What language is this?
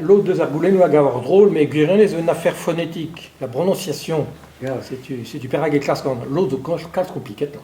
Breton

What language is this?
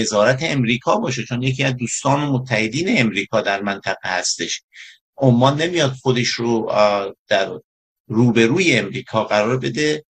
Persian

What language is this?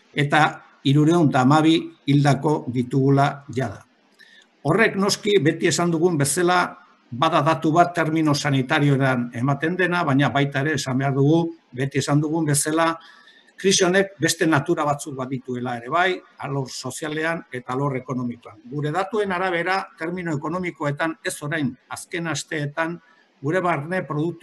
Basque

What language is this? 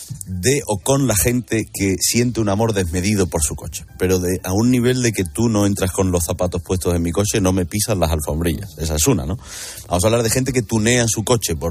Spanish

